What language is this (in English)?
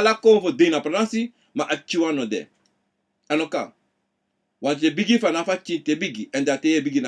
Sranan Tongo